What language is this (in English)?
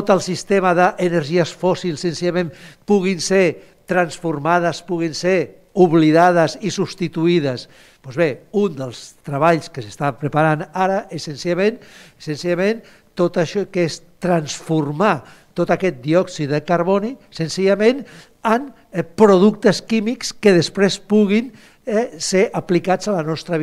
Catalan